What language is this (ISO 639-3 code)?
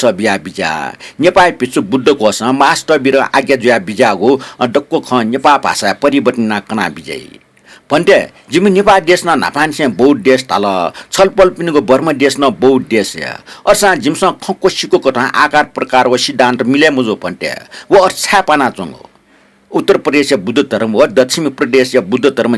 new